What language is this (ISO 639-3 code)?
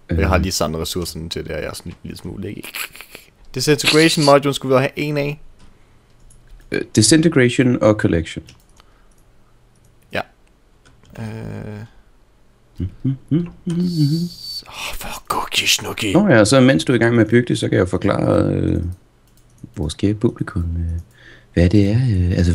dan